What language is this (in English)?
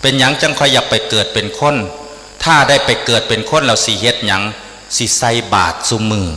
Northeastern Thai